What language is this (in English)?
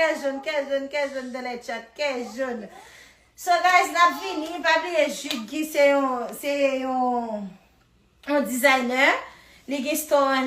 Haitian Creole